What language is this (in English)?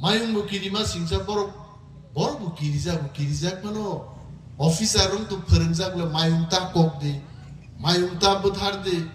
Kok Borok